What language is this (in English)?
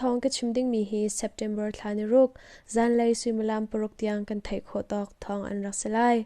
Hakha Chin